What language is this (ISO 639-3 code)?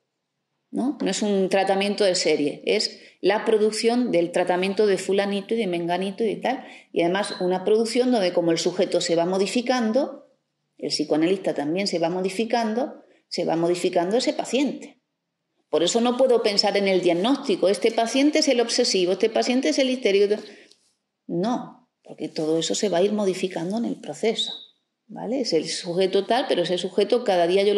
spa